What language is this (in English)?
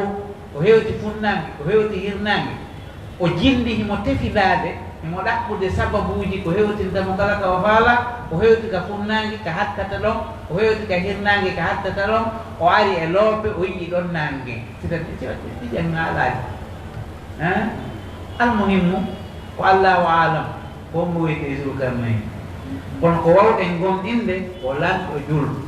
Pular